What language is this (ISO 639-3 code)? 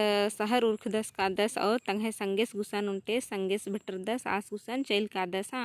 kru